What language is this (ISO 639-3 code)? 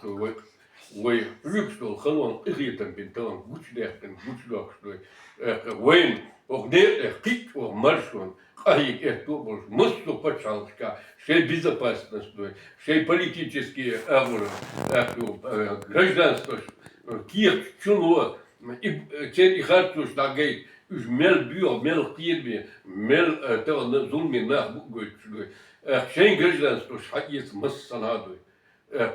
che